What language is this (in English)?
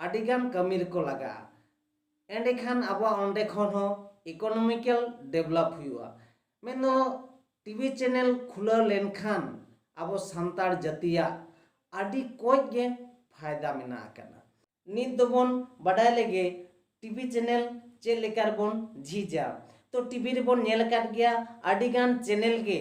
Santali